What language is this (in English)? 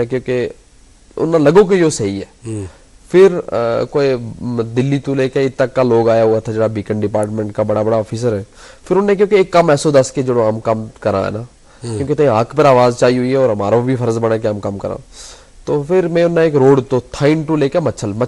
Gujari